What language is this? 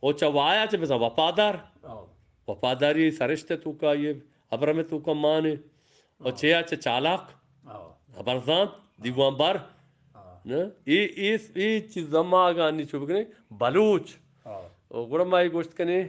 Eastern Balochi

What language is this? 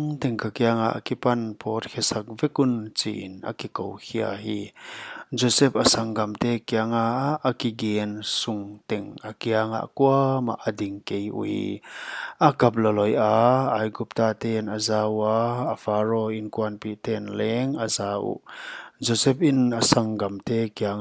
Paite Chin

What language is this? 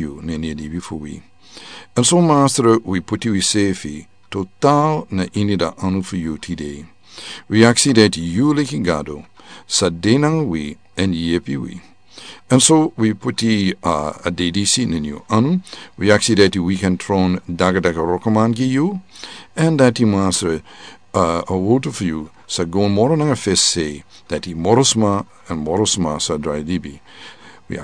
Sranan Tongo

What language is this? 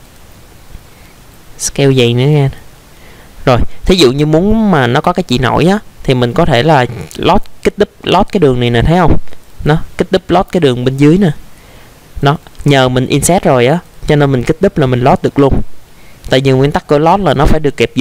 Vietnamese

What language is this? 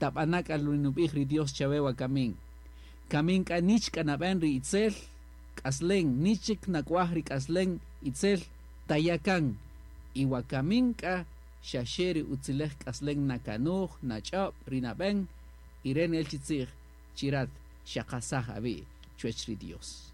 Kaqchikel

